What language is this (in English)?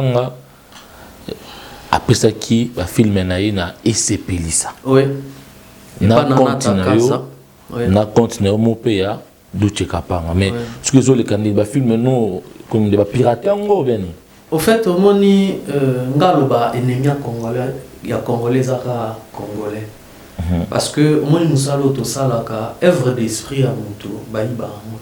Lingala